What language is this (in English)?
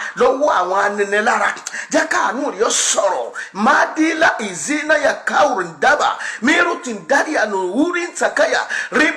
Yoruba